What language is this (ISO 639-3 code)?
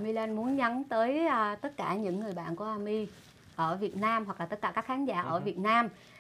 vie